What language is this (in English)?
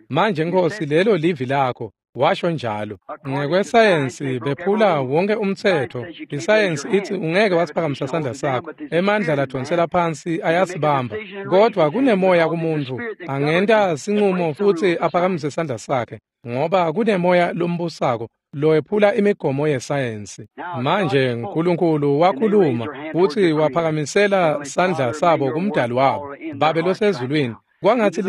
Swati